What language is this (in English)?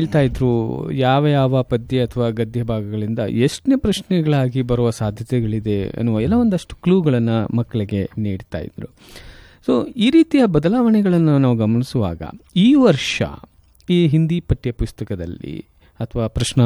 Kannada